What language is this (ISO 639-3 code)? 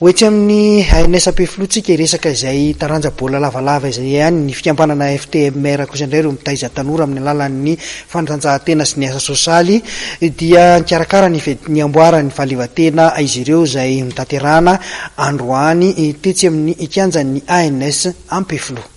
mlg